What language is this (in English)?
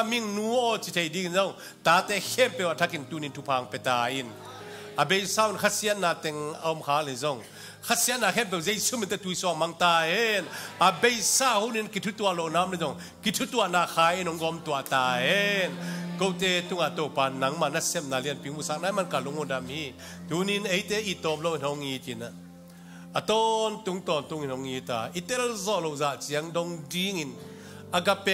Tedim Chin